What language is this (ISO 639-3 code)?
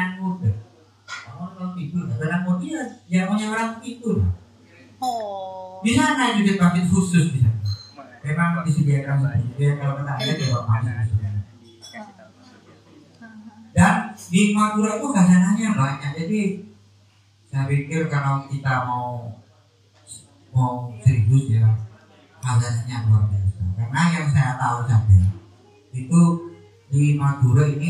ind